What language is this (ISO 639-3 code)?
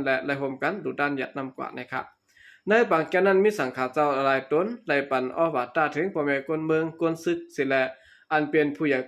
shn